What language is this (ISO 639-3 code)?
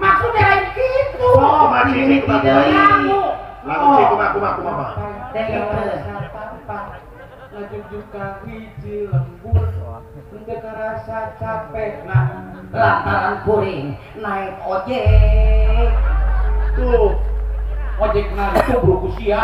sun